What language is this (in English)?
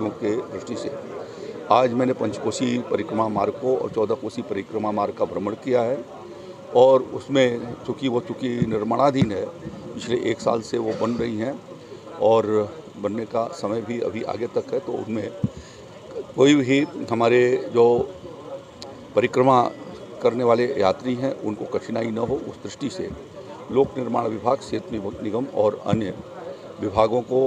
Hindi